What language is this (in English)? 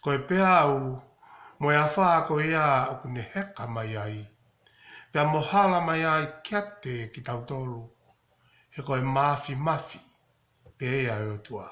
Tongan